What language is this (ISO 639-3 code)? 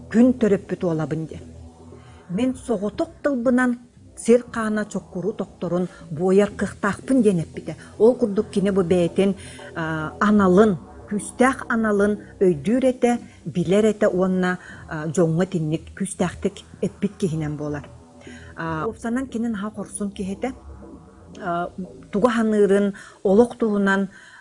sah